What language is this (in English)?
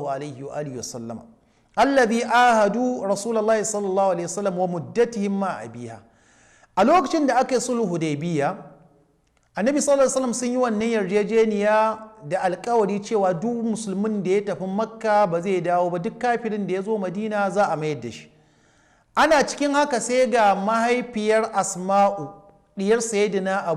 Hausa